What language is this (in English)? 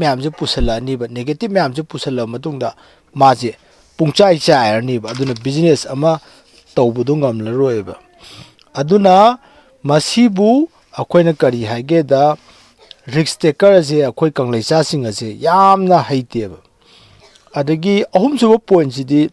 Manipuri